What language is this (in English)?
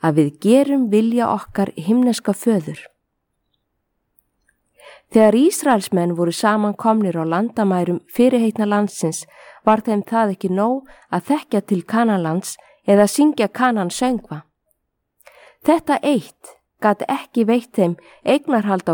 Icelandic